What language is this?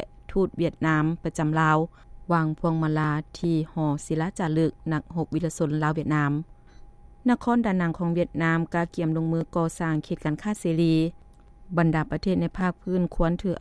Lao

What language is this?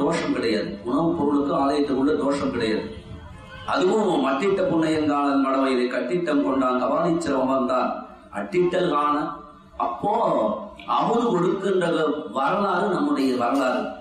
Tamil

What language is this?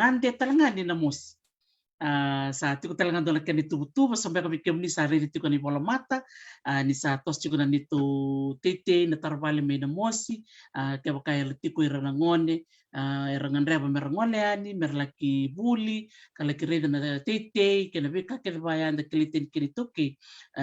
Fijian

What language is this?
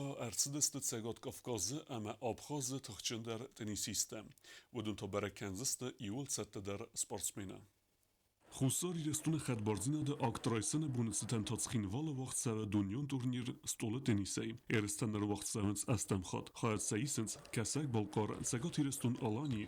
Ossetic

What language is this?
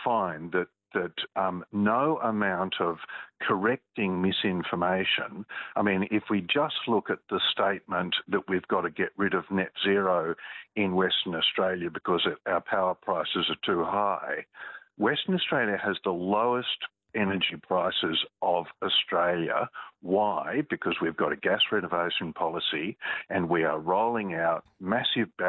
English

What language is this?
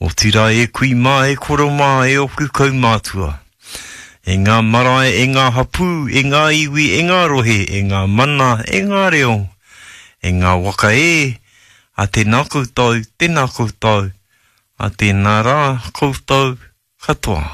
Māori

